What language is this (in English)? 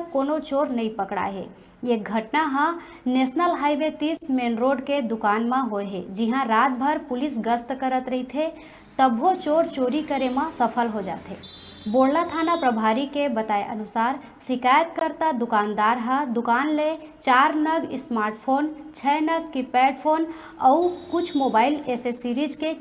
Chhattisgarhi